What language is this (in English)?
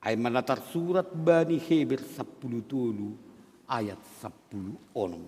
Batak Simalungun